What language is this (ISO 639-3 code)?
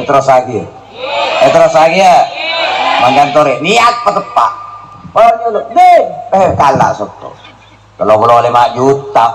mad